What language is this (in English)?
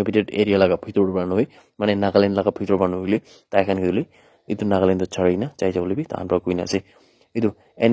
Naga Pidgin